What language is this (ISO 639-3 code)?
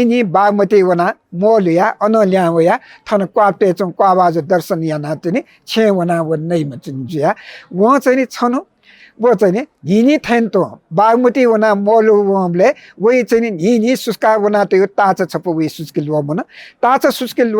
new